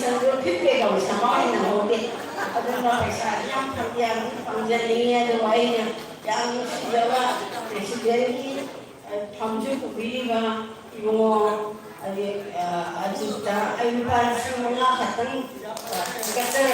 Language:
Manipuri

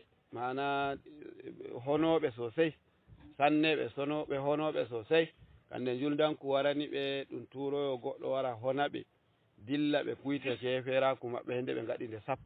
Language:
Fula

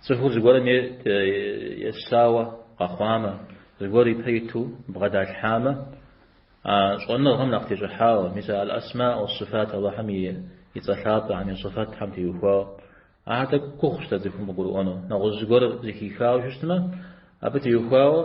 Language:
Kabardian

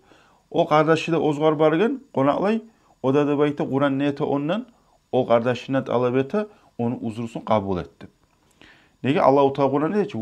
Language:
Kumyk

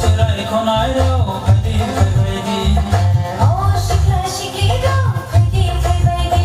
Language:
Kok Borok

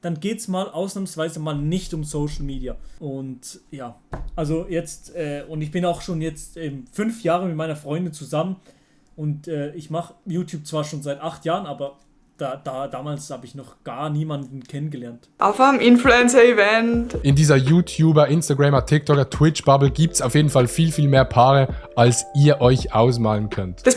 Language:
Swiss German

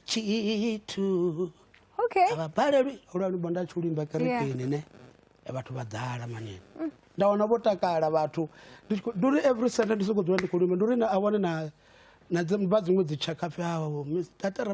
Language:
Venda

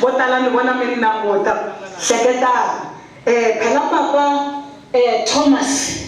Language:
Tsonga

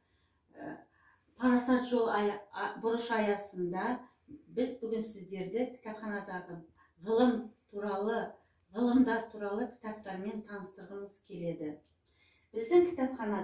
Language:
Kazakh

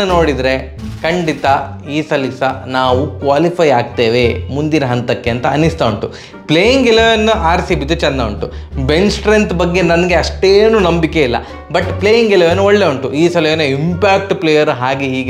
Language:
Kannada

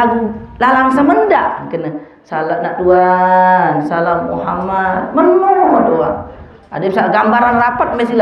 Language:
Sasak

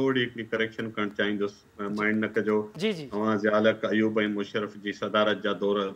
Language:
Sindhi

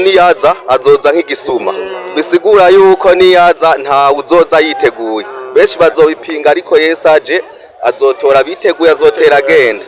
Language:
Rundi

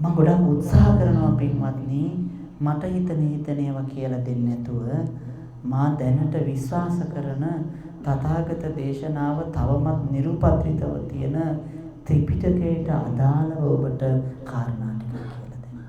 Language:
Sinhala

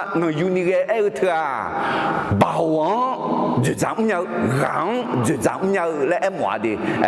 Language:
Akha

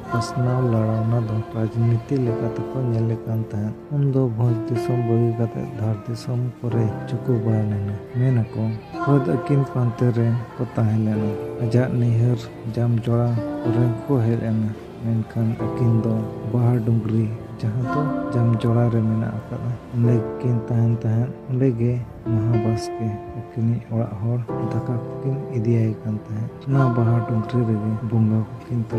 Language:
Santali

